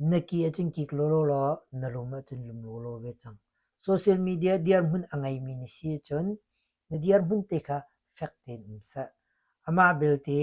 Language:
Hakha Chin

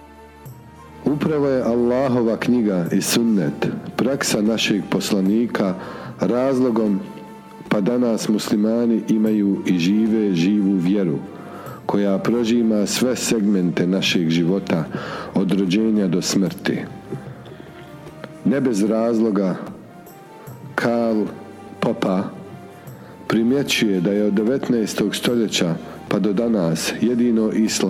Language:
Bosnian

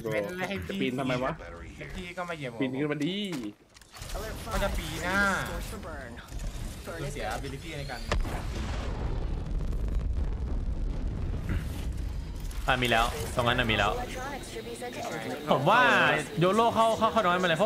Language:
Thai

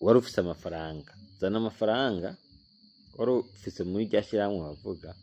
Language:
Rundi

